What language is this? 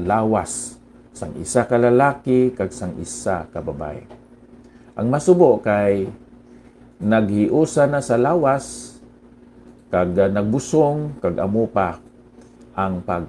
Hiligaynon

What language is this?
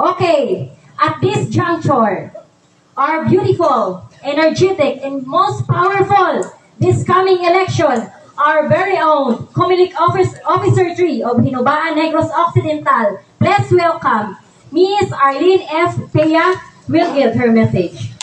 Hiligaynon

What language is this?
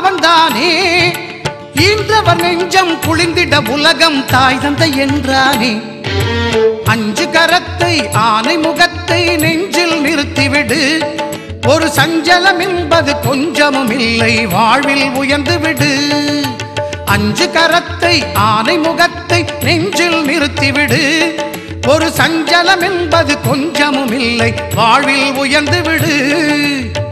Tamil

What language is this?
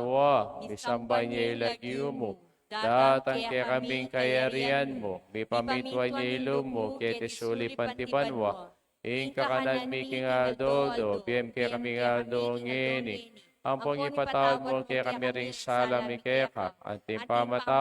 Pampanga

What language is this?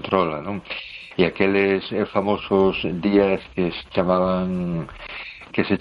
Galician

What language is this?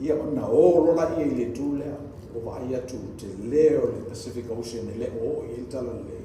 Samoan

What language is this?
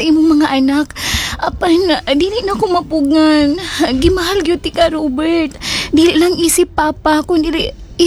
Cebuano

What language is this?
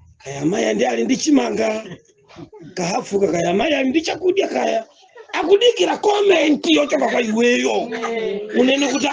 Nyanja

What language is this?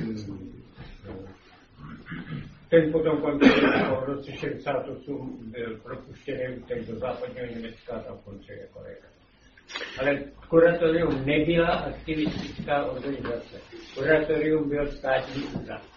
Czech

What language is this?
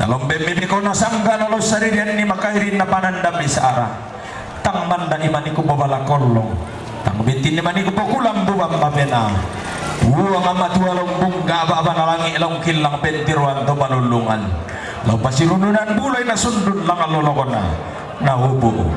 Toraja-Sa'dan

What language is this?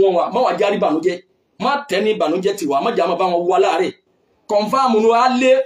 Yoruba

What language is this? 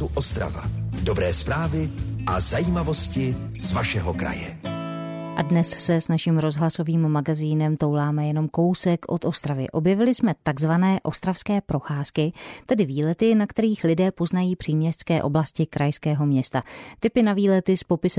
Czech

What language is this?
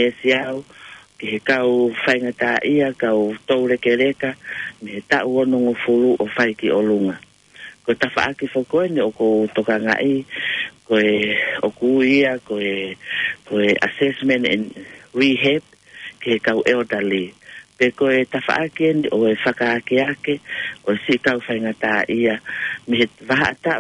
Tongan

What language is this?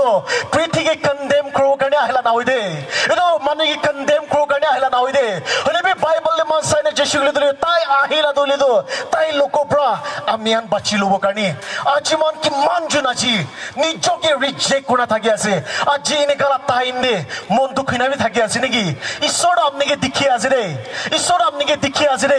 Naga Pidgin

